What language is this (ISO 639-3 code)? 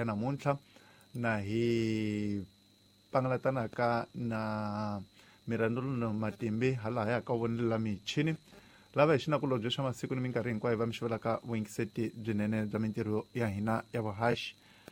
tso